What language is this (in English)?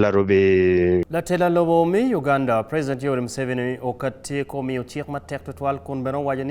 Acoli